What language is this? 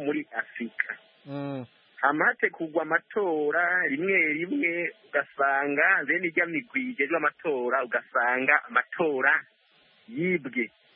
Kinyarwanda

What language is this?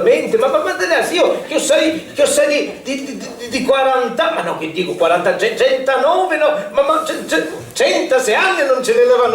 Sicilian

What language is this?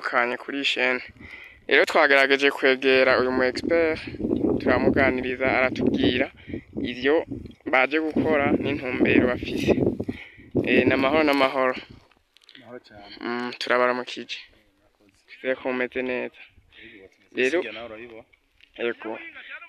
Rundi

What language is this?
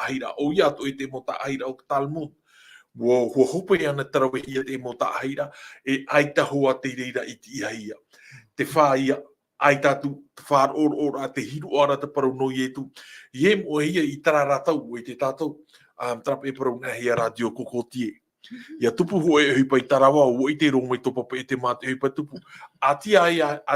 Tahitian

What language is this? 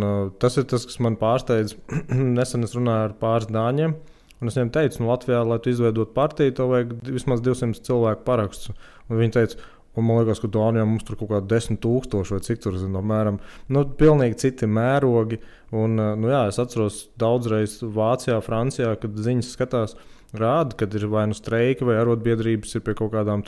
Latvian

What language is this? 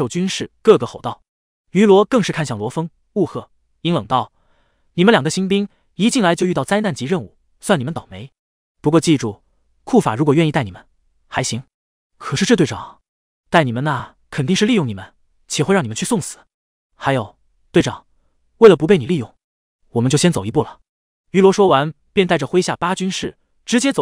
Chinese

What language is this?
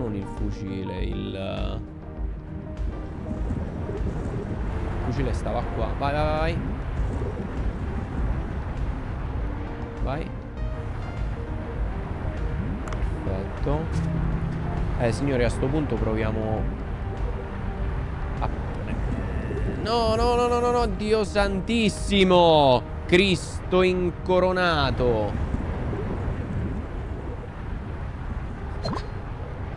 Italian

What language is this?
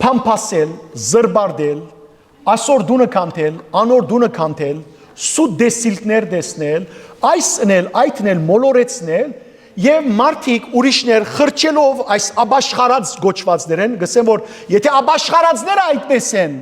Western Armenian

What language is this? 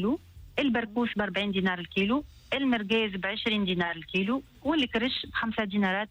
Tunisian Arabic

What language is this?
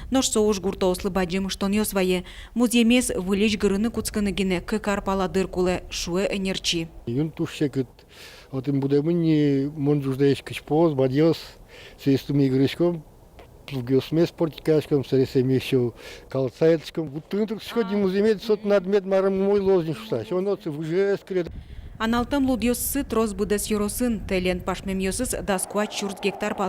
Udmurt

